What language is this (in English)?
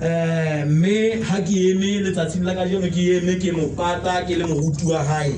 Southern Sotho